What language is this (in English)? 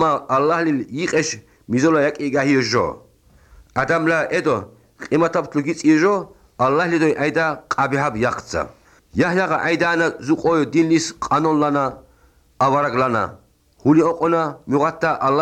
Georgian